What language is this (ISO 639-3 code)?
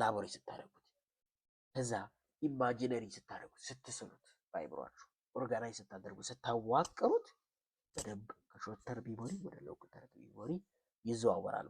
amh